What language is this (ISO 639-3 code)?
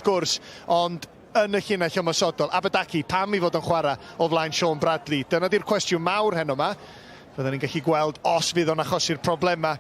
cym